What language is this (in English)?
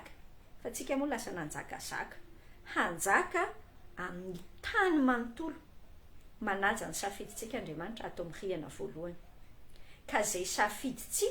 Malagasy